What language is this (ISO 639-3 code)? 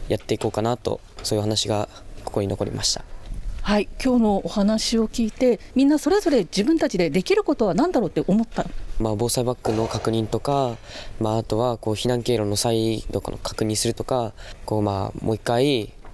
jpn